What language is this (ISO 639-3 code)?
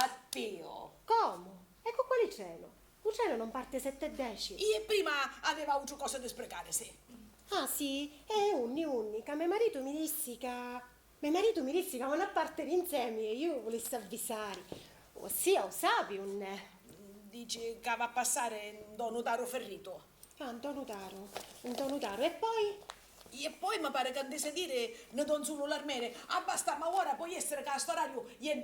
scn